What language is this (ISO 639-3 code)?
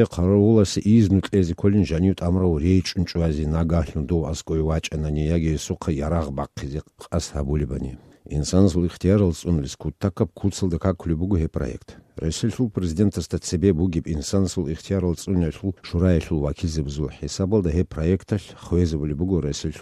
ava